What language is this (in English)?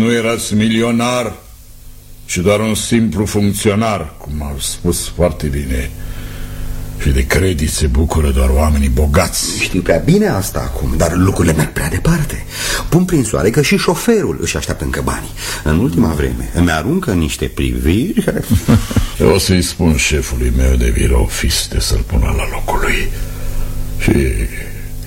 Romanian